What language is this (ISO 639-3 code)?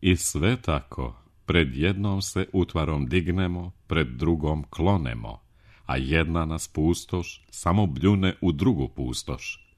srp